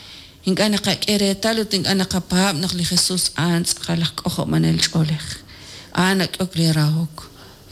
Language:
Kekchí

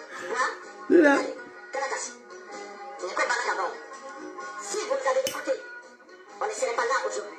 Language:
French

